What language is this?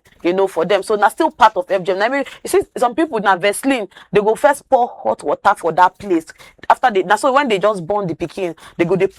Nigerian Pidgin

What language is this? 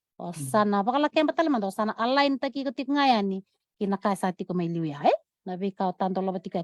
Fijian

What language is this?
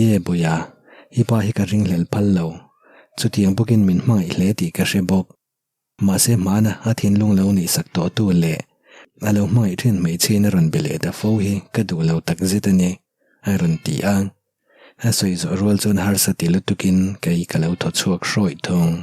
Mizo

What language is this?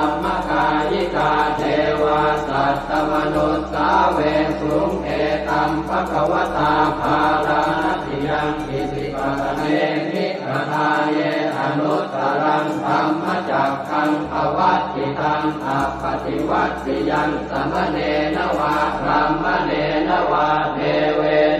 Pali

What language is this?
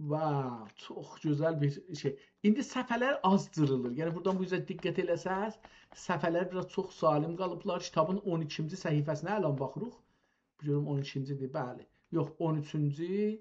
South Azerbaijani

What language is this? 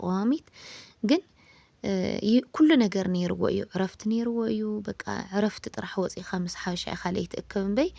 Tigrinya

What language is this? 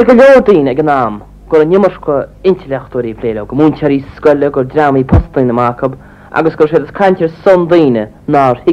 Irish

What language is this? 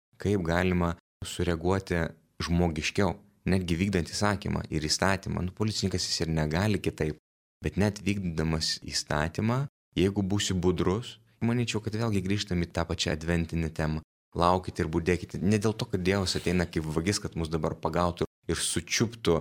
Lithuanian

